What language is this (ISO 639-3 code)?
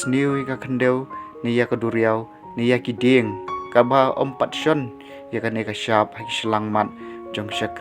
kha